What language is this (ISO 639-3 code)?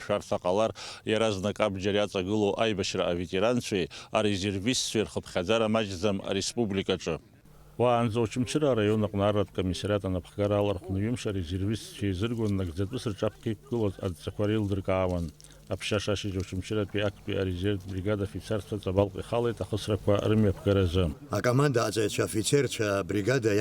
abk